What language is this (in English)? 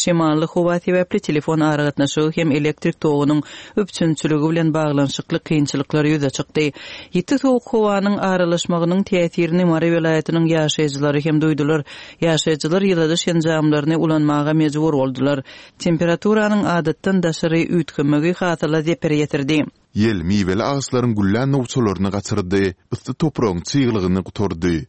Turkmen